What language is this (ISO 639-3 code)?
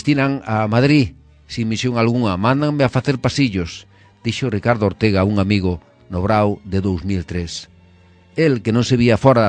glg